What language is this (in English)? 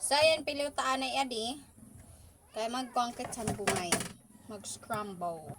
Waray